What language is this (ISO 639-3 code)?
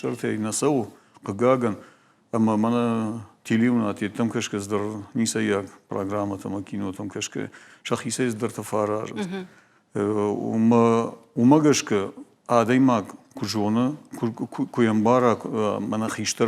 oss